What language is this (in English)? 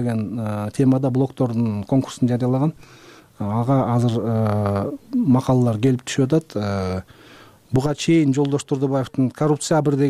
Kyrgyz